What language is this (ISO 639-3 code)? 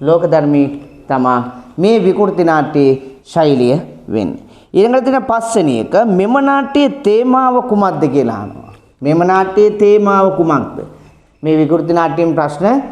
sin